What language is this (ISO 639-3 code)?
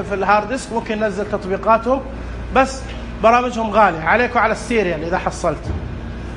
ars